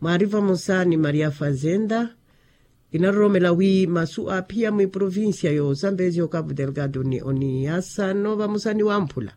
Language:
Makhuwa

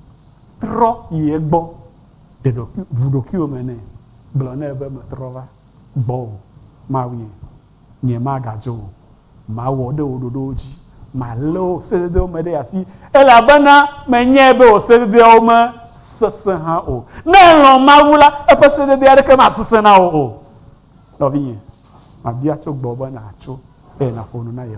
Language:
Ewe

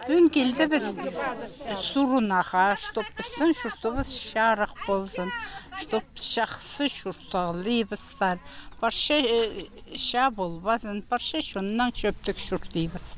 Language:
Khakas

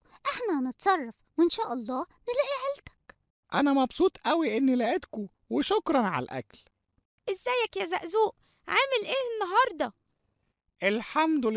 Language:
Egyptian Arabic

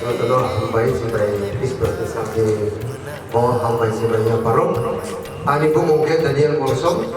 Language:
Kok Borok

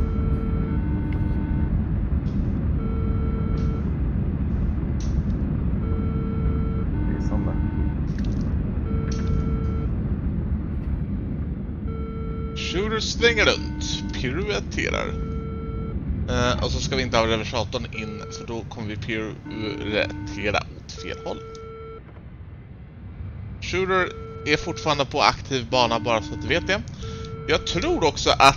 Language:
Swedish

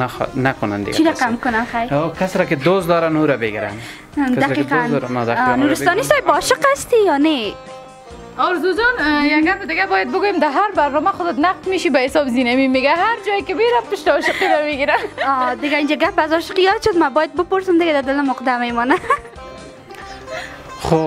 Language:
Persian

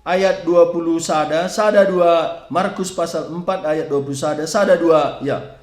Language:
Batak Karo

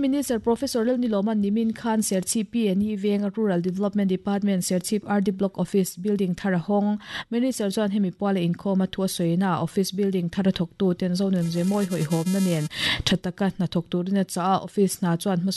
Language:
Mizo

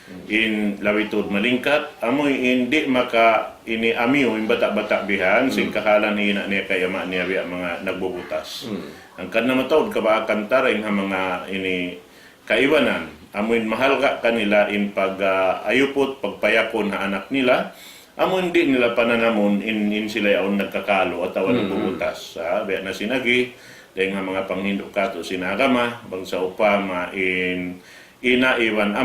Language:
Tausug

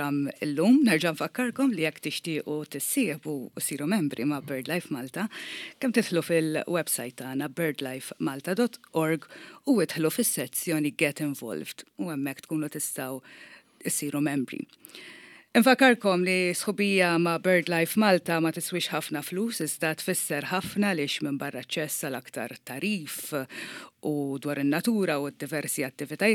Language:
Maltese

